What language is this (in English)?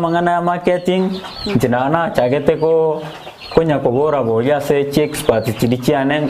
Gusii